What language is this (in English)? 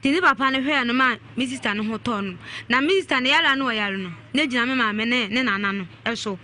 Akan